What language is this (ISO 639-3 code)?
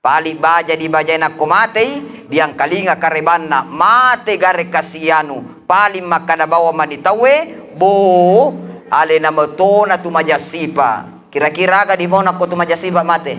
bug